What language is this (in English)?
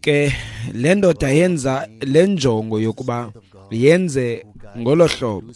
Xhosa